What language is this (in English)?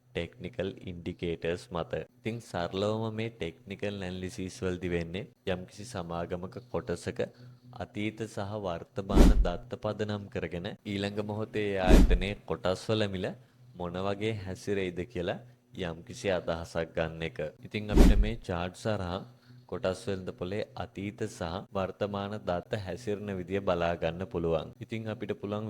Sinhala